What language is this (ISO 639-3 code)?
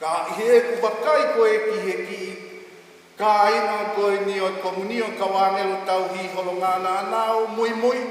ton